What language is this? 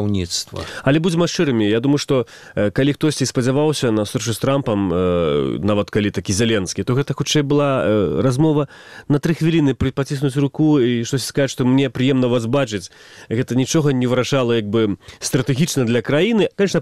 Belarusian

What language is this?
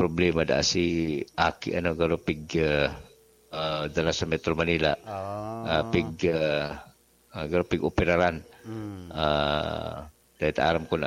Bikol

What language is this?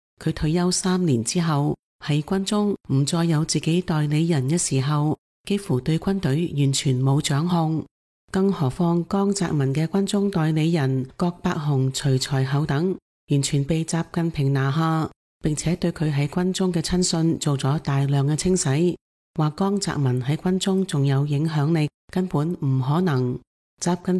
Cantonese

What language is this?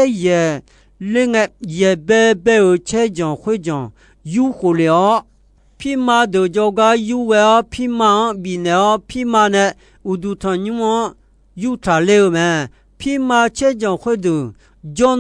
Akha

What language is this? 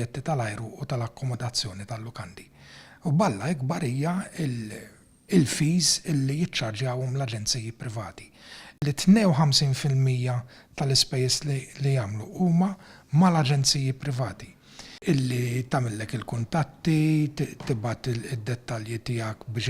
Maltese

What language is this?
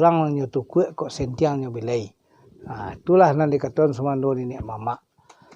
Minangkabau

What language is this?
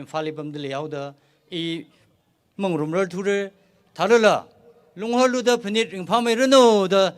Tangkhul Naga (India)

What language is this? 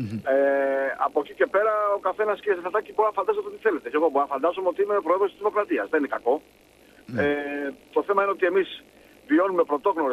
Greek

